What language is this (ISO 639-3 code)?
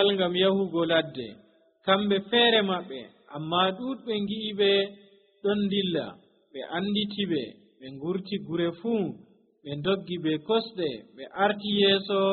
fuv